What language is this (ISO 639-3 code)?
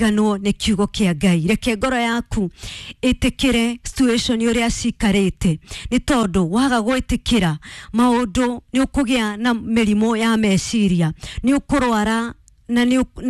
kik